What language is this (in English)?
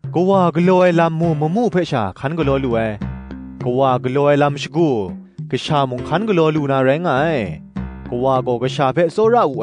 Kachin